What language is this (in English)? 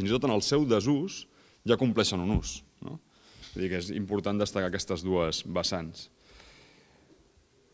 Catalan